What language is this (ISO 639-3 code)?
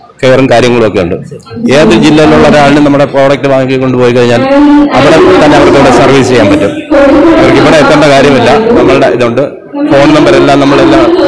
mal